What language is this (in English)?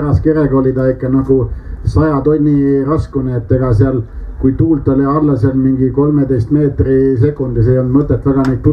Estonian